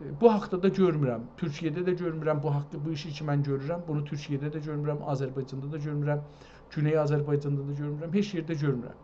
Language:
South Azerbaijani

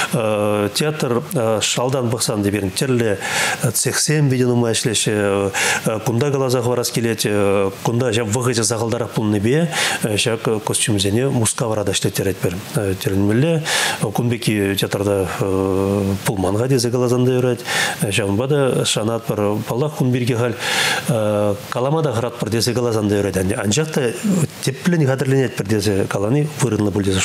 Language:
Chuvash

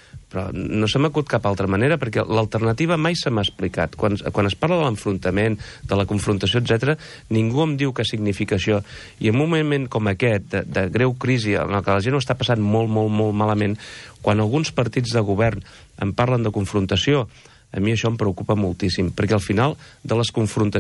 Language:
Catalan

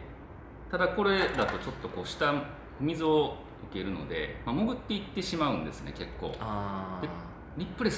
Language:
Japanese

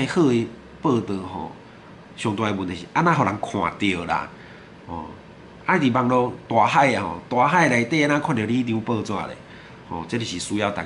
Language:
Min Nan Chinese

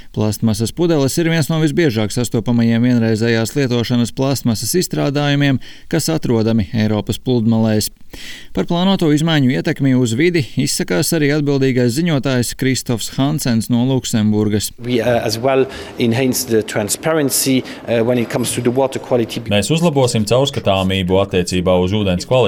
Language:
Latvian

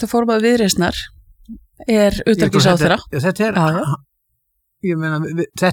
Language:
Icelandic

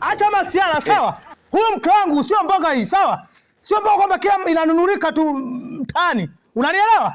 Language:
Swahili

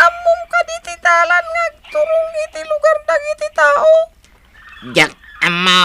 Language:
Iloko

